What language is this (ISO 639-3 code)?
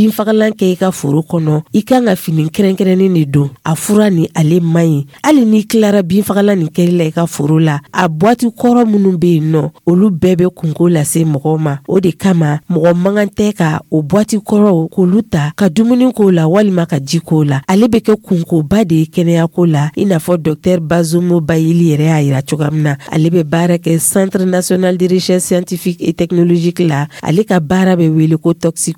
dyu